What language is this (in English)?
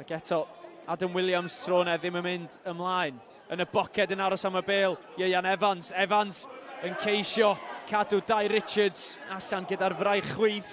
Welsh